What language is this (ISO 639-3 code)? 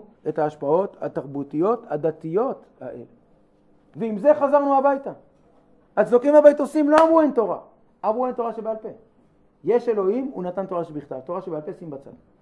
heb